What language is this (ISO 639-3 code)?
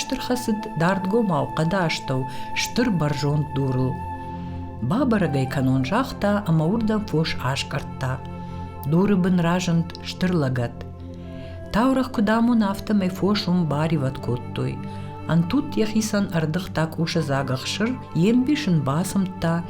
oss